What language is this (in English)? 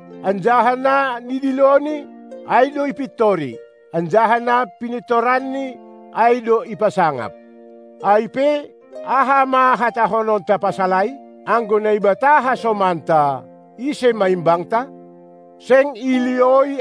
Batak Simalungun